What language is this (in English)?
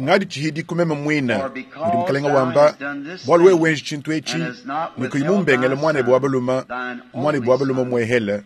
Luba-Lulua